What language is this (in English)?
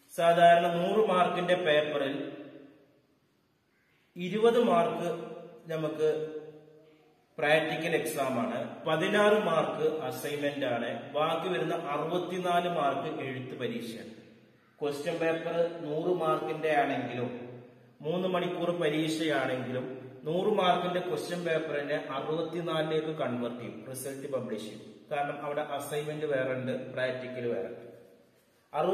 Malayalam